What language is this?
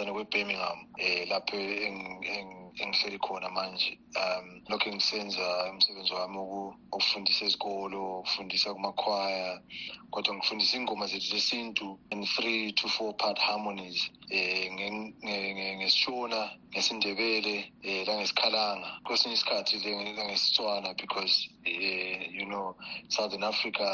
North Ndebele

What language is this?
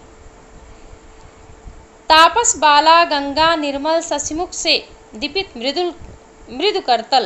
Hindi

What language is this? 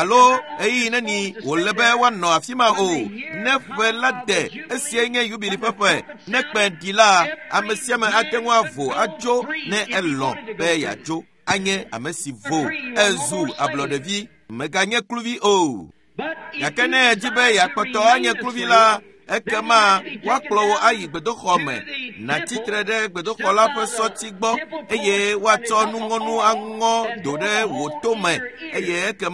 Ewe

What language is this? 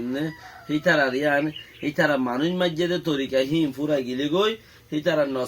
Rohingya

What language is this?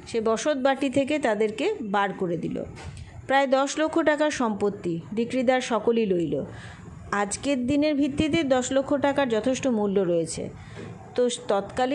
Bangla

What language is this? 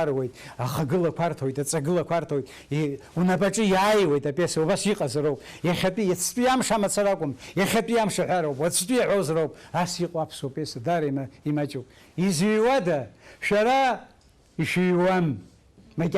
Abkhazian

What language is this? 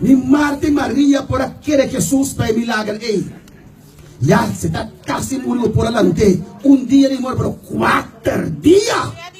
Papiamento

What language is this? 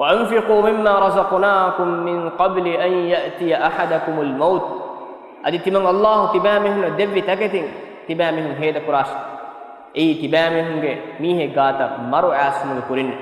Divehi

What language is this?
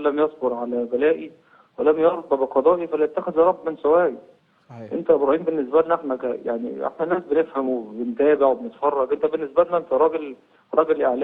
Egyptian Arabic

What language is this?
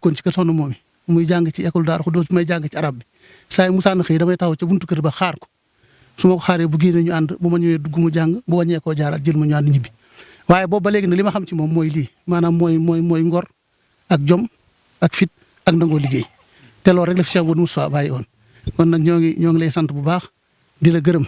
Wolof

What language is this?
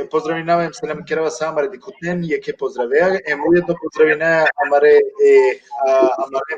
Balkan Romani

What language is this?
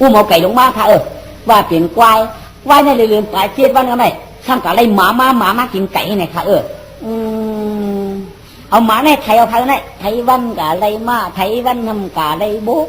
Shan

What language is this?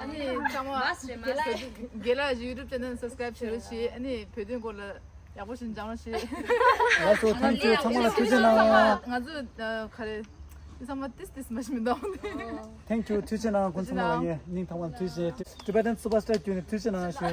Tibetan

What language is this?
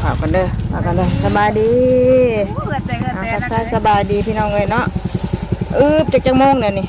Northeastern Thai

